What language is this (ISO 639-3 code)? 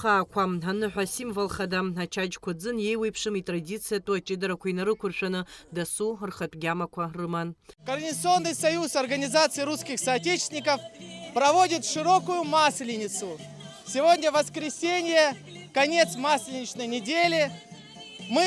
abk